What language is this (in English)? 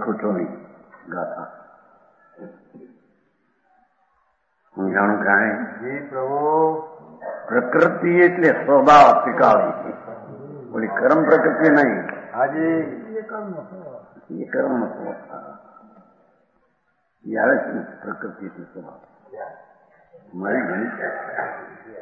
Gujarati